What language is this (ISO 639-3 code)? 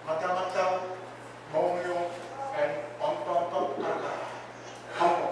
pon